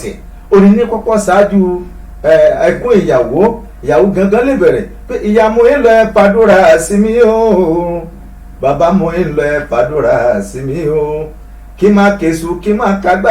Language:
Yoruba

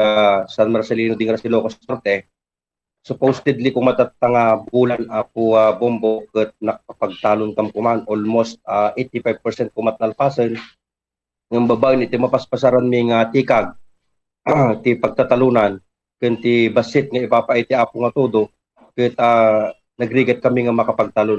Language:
Iloko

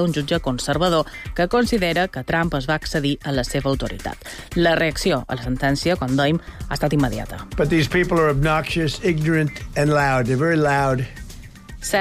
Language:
Catalan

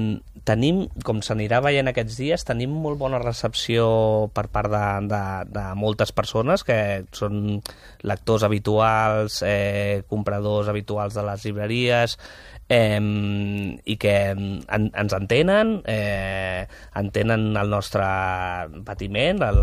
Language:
Catalan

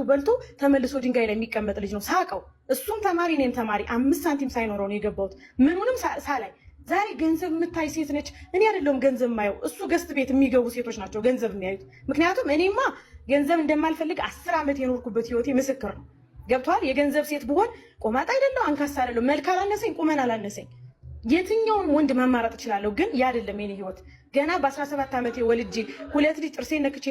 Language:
Amharic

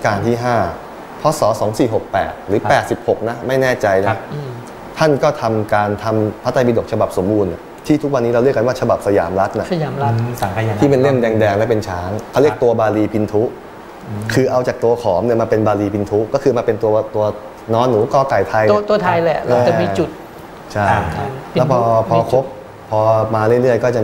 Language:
Thai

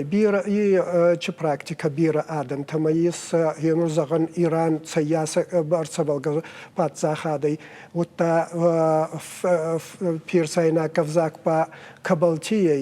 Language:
Ossetic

